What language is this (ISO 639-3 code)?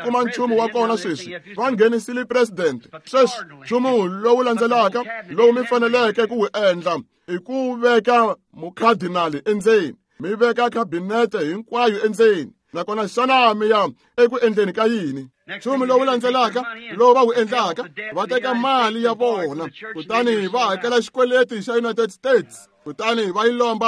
tso